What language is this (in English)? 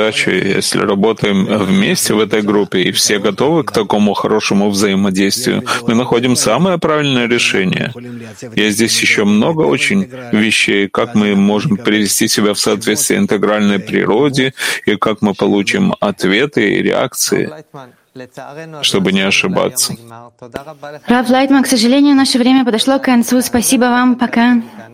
Russian